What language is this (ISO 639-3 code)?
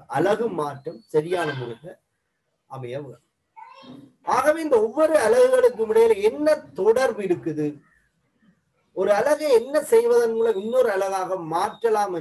tam